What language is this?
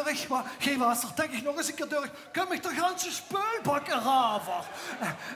Limburgish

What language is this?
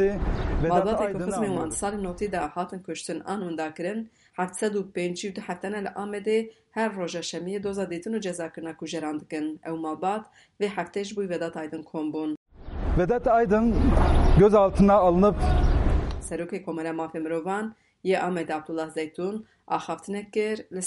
Kurdish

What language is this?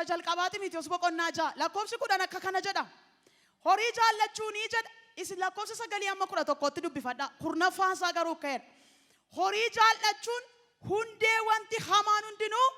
Oromo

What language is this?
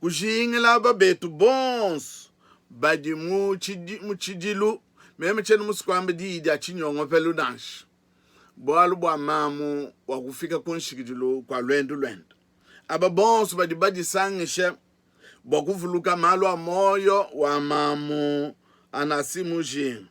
Luba-Lulua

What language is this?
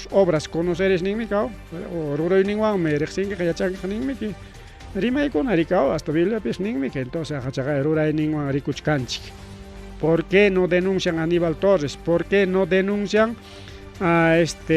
Ayacucho Quechua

